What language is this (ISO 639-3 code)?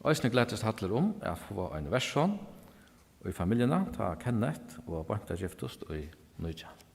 fao